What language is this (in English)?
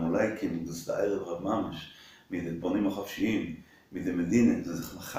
Yiddish